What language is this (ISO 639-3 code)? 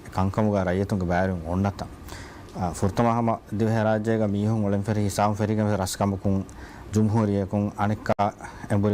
div